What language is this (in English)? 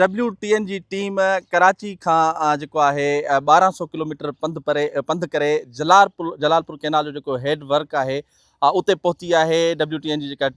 Sindhi